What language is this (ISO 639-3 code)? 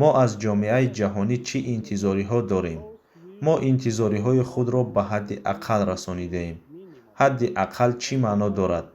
tgk